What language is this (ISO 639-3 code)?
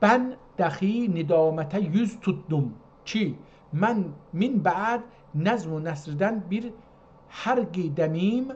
azb